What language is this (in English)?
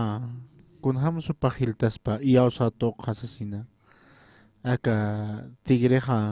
Aymara